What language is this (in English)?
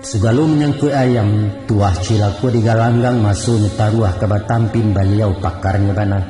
Minangkabau